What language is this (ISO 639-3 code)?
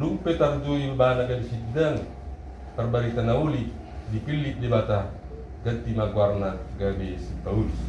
bbc